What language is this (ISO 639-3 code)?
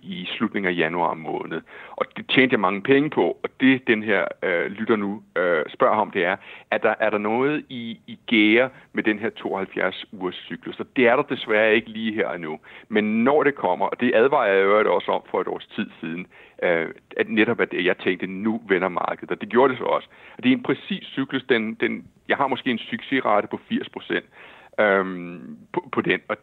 dan